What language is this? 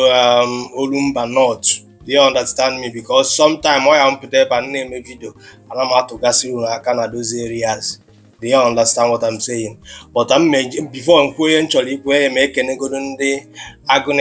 Igbo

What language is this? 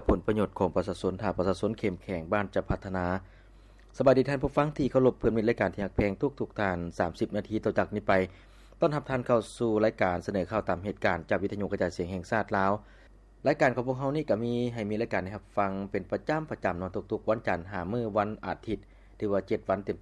Lao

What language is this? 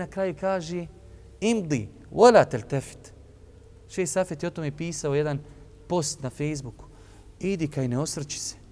Bosnian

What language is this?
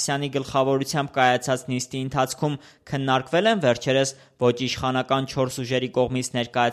Armenian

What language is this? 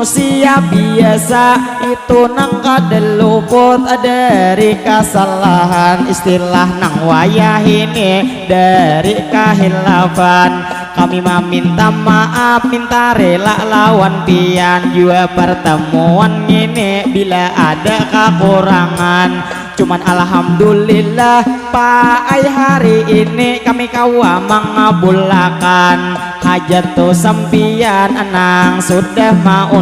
Banjar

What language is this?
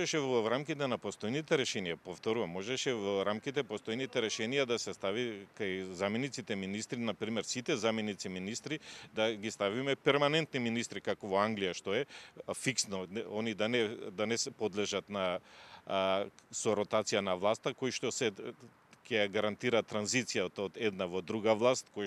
Macedonian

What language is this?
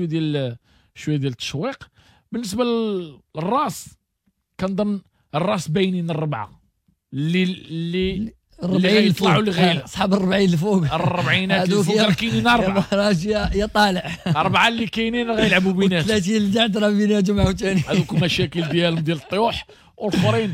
Moroccan Arabic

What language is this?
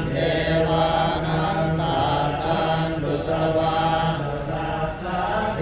Pali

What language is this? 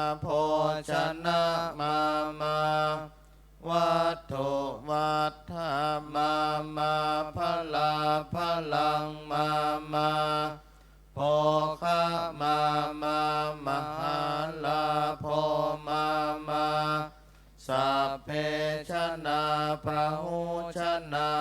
Pali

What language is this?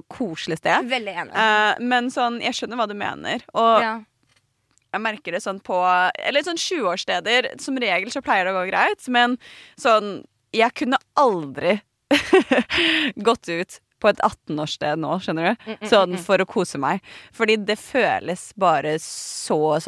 Norwegian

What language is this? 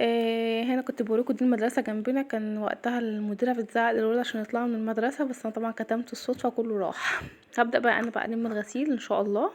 Egyptian Arabic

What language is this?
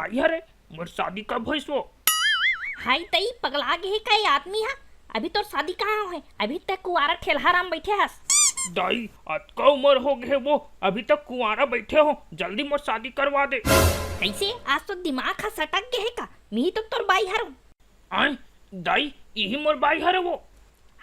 Chhattisgarhi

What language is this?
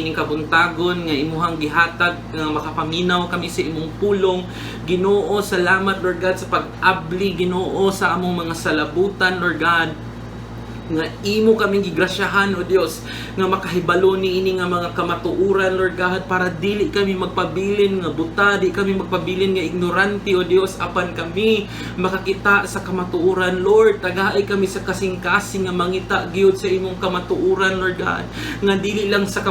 Cebuano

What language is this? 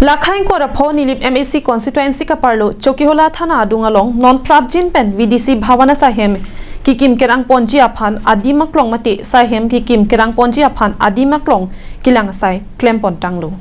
Karbi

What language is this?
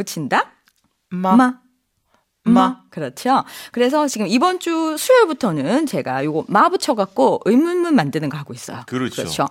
Korean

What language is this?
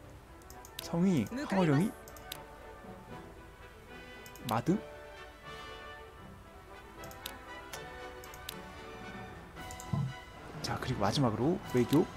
Korean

